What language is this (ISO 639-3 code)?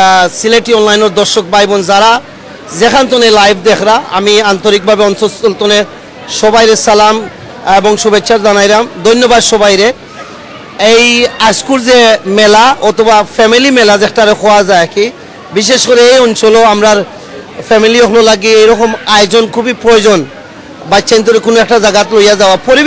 syl